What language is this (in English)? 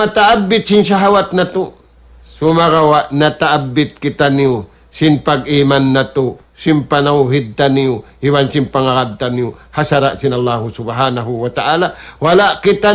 Tausug